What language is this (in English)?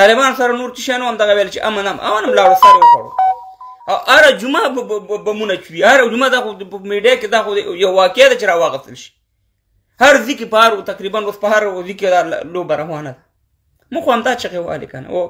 Pashto